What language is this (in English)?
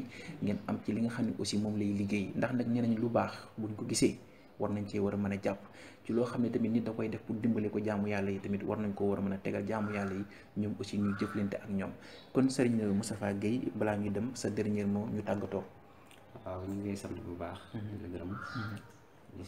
Wolof